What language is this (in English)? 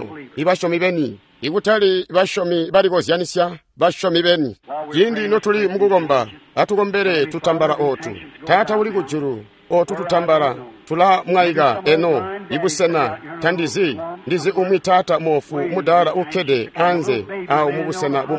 Tonga (Zambia)